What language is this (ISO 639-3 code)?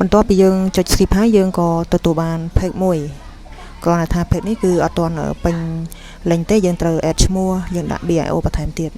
khm